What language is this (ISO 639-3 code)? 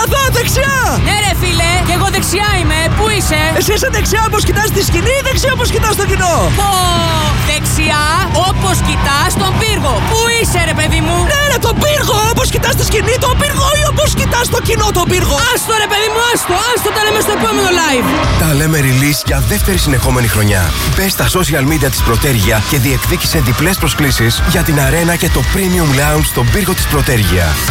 ell